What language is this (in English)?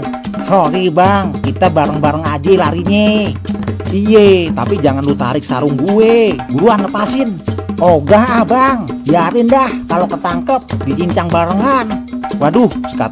Betawi